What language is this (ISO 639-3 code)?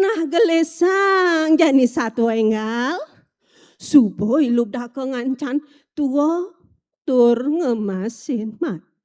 ban